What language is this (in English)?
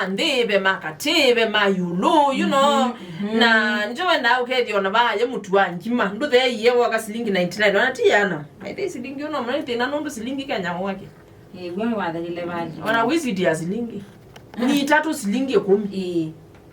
Kamba